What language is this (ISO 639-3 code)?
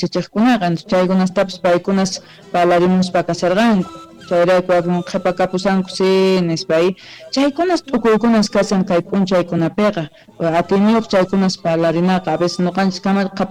que